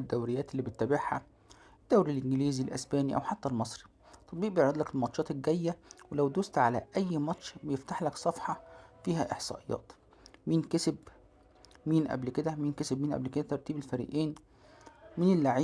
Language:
Egyptian Arabic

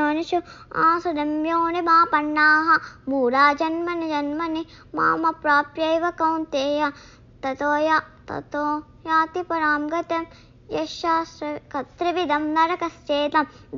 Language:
Sanskrit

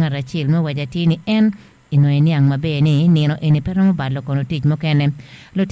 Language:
Acoli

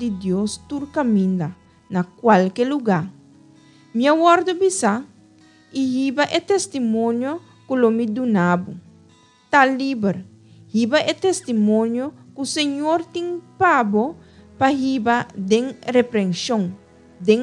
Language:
Papiamento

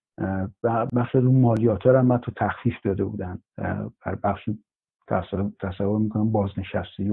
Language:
Persian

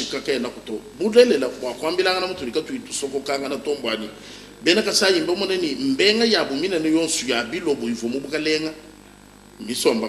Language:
Luba-Lulua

